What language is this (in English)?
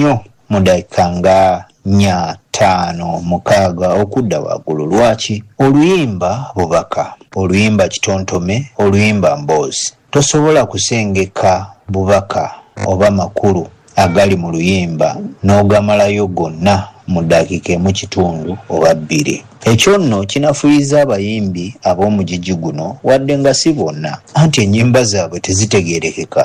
Ganda